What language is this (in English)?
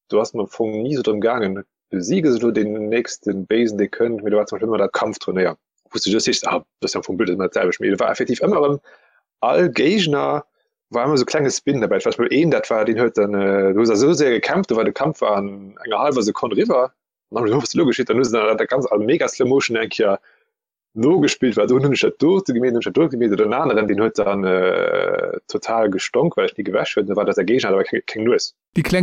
Luxembourgish